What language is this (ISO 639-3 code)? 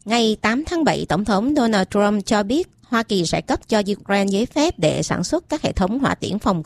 vie